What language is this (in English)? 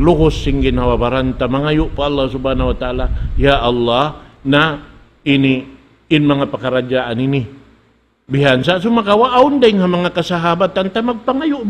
Tausug